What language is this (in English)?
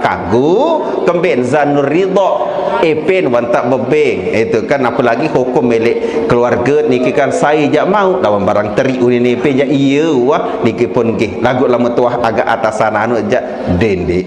Sasak